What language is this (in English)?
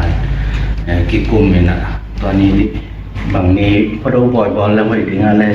Tedim Chin